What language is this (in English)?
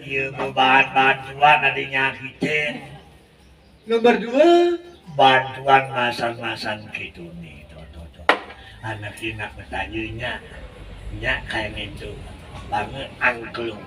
Balinese